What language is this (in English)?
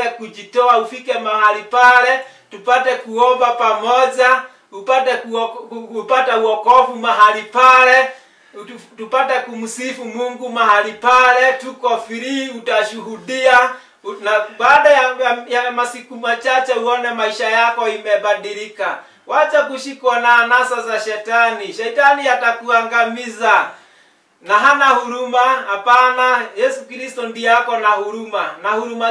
Swahili